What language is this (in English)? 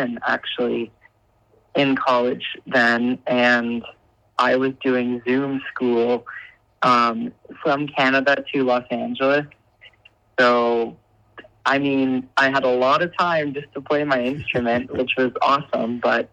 English